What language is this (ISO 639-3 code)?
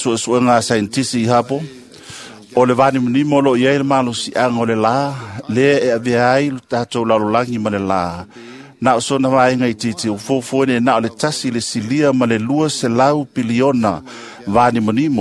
smo